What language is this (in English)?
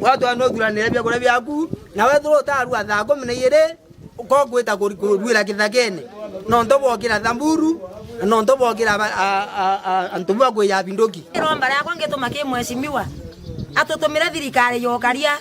Meru